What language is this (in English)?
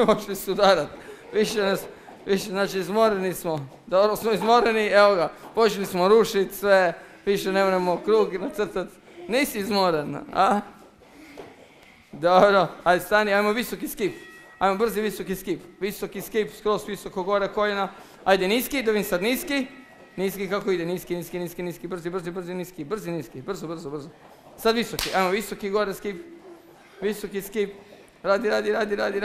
Croatian